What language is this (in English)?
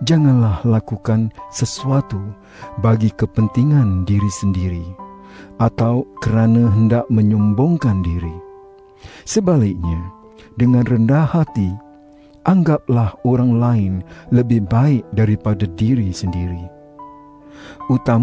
Malay